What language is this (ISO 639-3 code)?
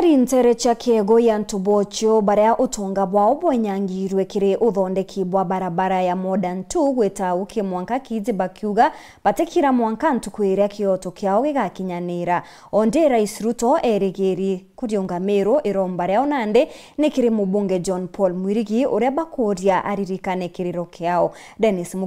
mer